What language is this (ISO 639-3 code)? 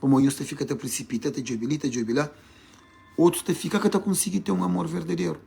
kea